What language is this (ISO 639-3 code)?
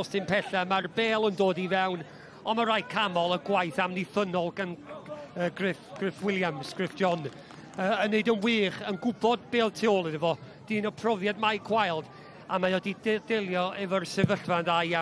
cym